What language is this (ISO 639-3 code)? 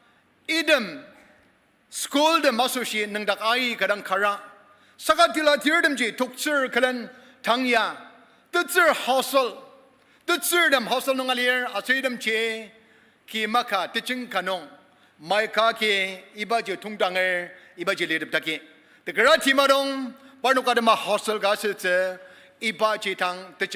njo